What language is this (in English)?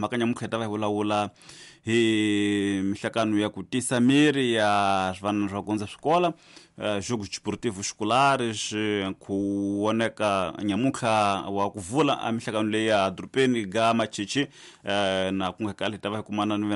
Tsonga